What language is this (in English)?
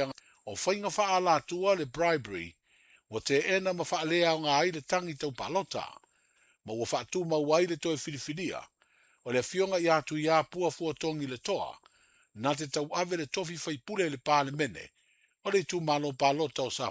Samoan